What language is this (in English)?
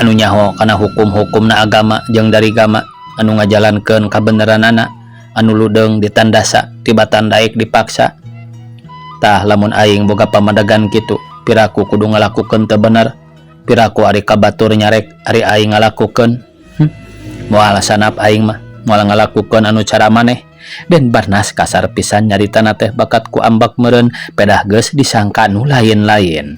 Sundanese